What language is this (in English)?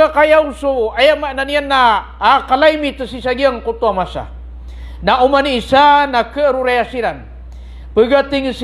Maranao